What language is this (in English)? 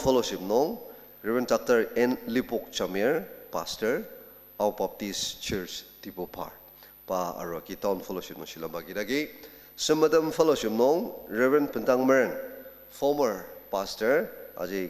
Ao Naga